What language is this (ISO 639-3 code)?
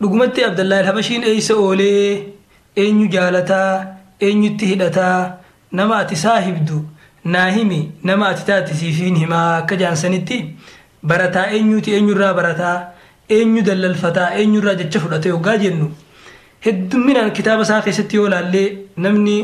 orm